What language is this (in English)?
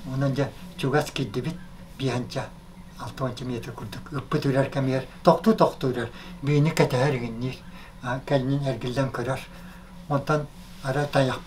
Yakut